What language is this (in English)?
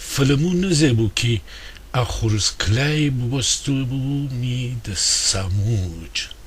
Gilaki